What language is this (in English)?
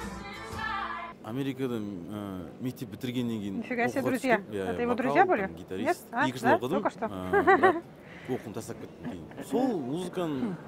Kazakh